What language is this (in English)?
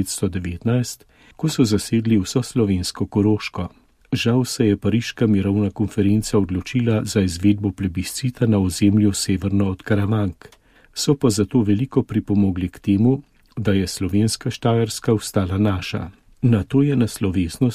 Slovenian